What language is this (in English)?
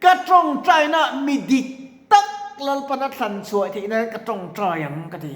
Mizo